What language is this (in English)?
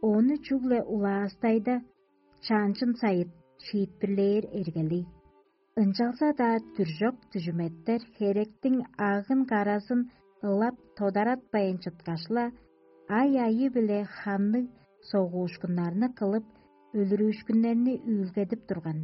Tuvinian